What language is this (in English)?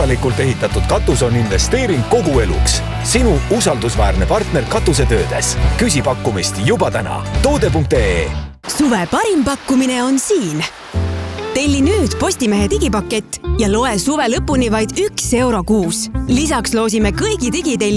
Estonian